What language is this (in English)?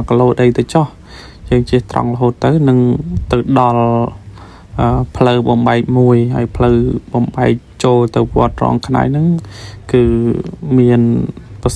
Khmer